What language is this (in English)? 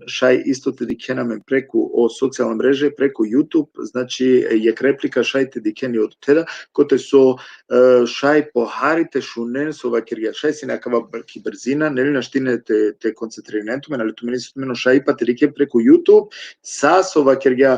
Balkan Romani